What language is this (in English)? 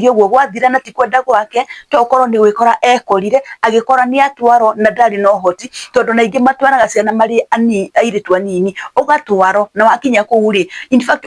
Kikuyu